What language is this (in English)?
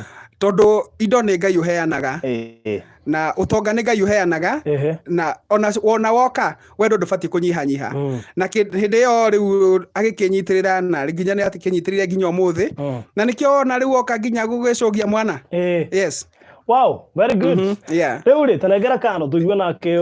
Kikuyu